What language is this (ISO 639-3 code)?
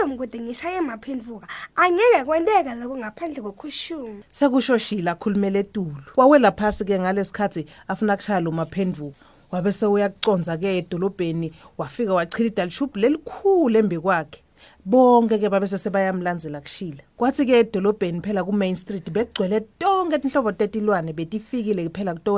ssw